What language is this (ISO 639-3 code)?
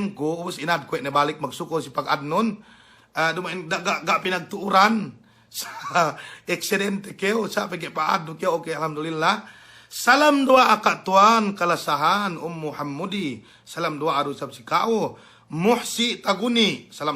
yka